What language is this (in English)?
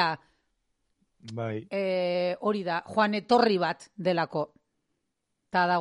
Basque